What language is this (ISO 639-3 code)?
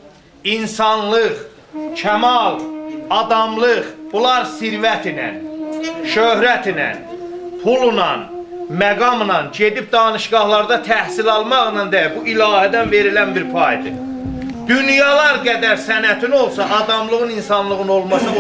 azb